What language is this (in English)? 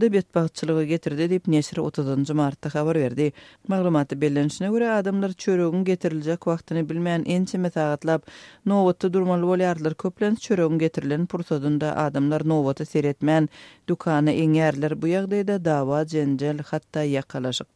Turkmen